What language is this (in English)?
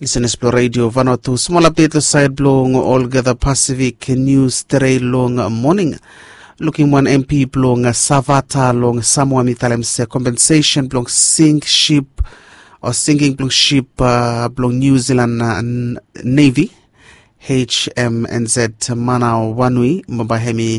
Bislama